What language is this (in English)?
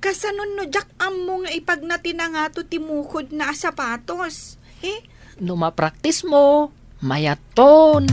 Iloko